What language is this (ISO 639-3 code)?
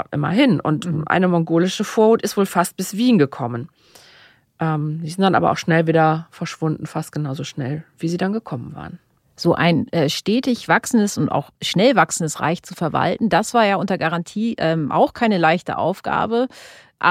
deu